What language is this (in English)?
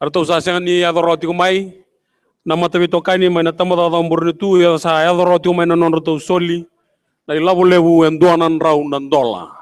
Fijian